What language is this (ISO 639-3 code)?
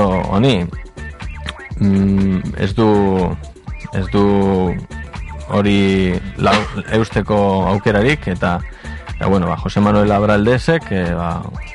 eus